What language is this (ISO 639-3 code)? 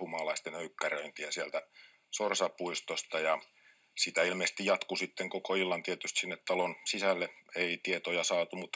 fin